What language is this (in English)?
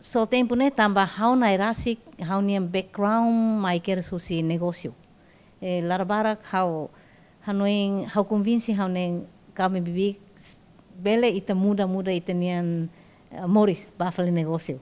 Tetum